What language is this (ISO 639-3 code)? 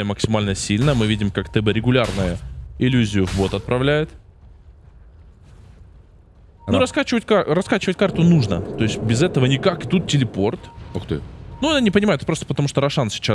rus